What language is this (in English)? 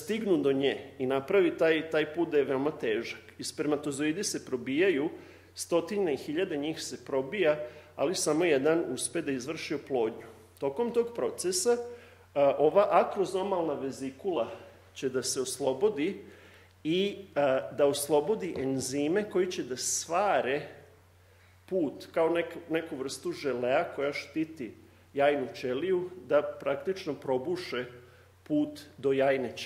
Serbian